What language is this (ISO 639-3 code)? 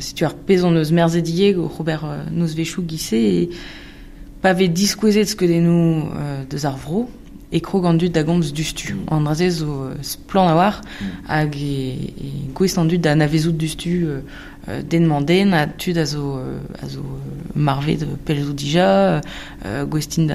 bre